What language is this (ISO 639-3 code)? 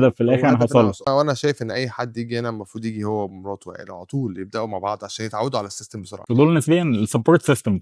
arz